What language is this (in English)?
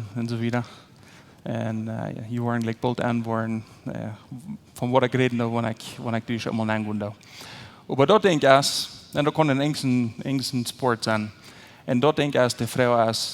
Plautdietsch